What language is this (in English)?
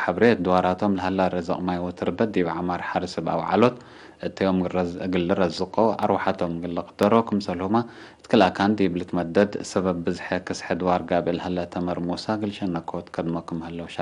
Tigre